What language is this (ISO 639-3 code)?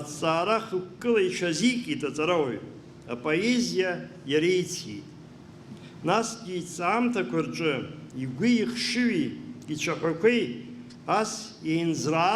abk